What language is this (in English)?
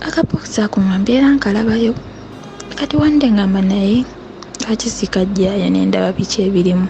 Ganda